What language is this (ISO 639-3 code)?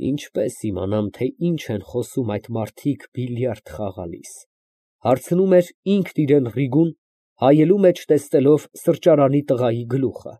hye